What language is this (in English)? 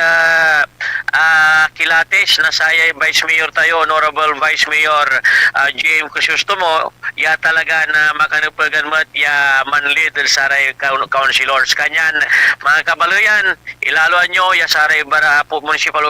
Pangasinan